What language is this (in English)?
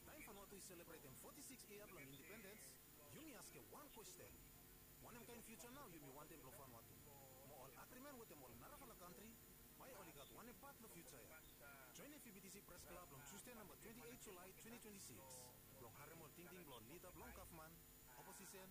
Bislama